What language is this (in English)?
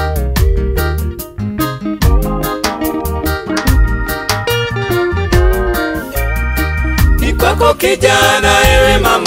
Swahili